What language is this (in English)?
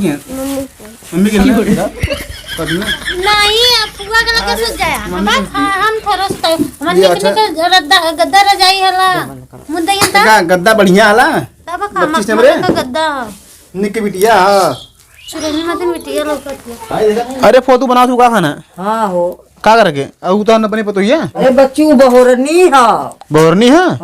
Awadhi